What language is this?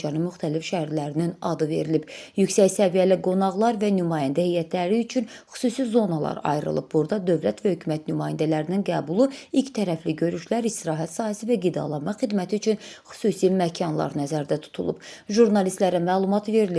Azerbaijani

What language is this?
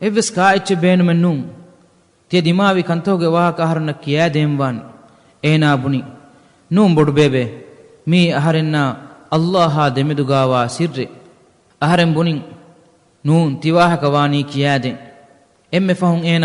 Divehi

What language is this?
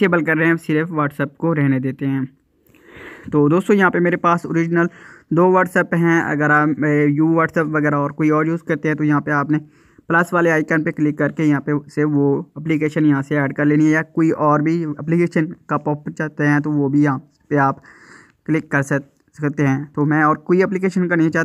Hindi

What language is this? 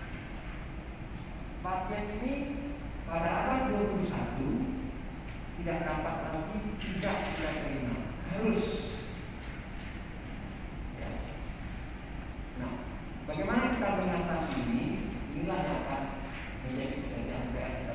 Indonesian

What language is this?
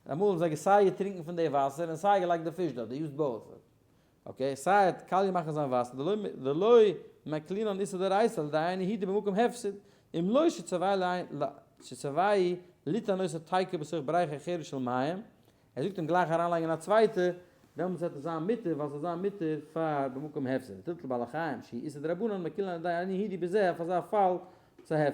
Yiddish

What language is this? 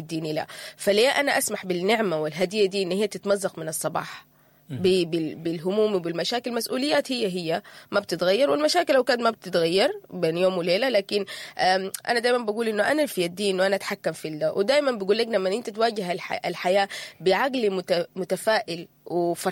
Sudanese Arabic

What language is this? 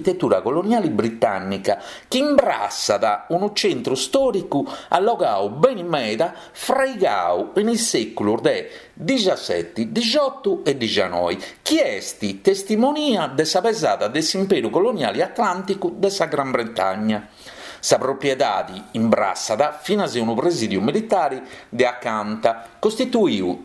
Sardinian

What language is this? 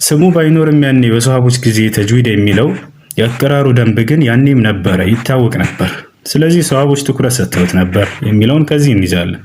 Amharic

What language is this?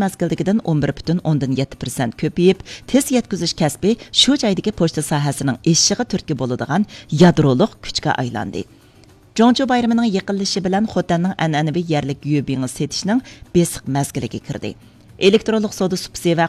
Uyghur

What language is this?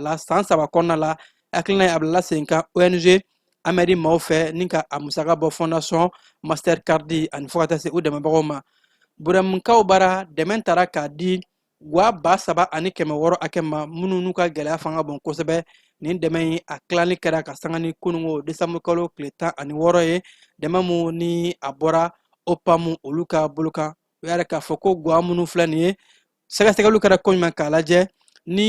Bambara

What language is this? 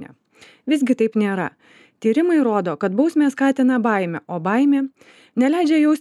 Lithuanian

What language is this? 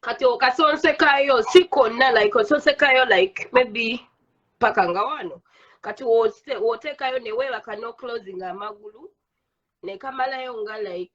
Ganda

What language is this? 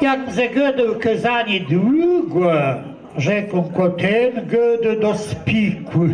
Kashubian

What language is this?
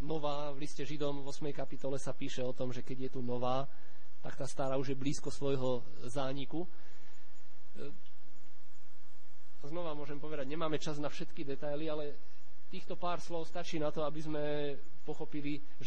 Slovak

